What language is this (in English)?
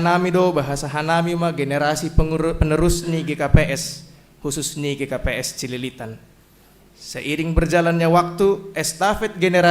Batak Simalungun